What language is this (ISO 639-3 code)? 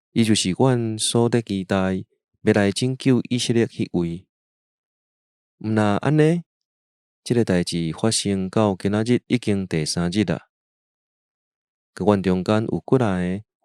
nan